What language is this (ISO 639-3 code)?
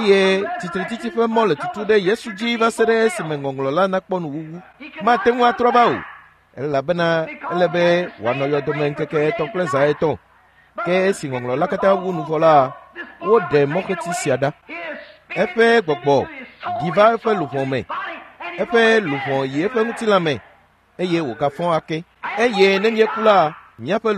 ewe